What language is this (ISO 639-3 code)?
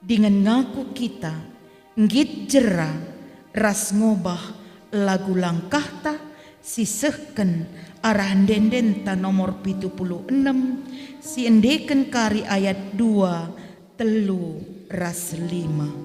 btx